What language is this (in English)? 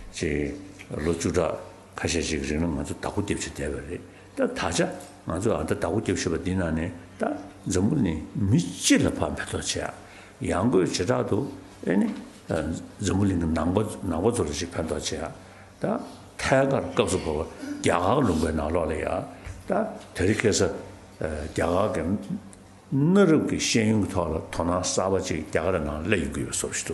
Tibetan